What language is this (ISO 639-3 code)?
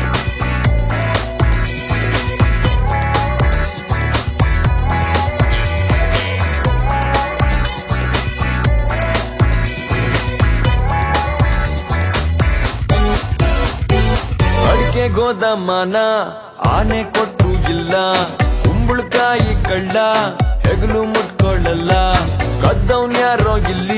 kan